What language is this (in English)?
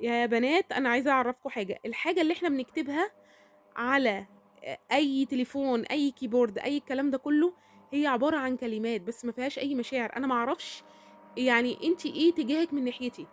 Egyptian Arabic